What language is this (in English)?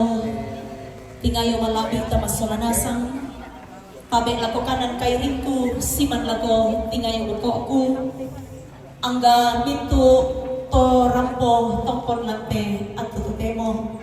Toraja-Sa'dan